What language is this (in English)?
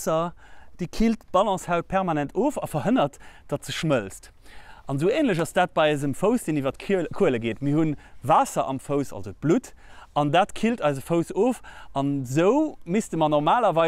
Luxembourgish